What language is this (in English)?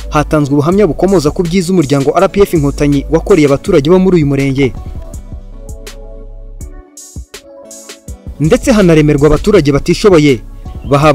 Kinyarwanda